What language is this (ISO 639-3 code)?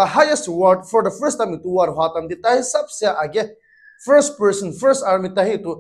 nag